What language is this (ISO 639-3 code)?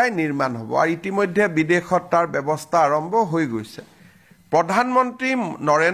asm